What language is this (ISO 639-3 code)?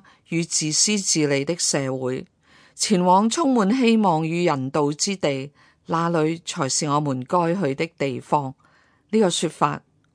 yue